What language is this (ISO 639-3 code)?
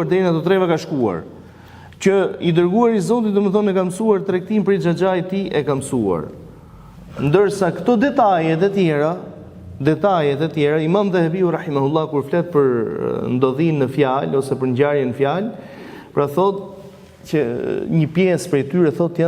sqi